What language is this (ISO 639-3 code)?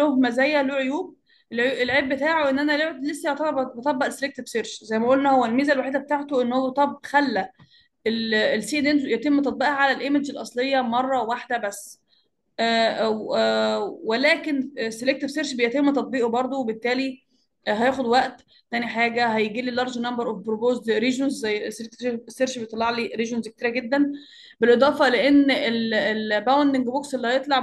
arz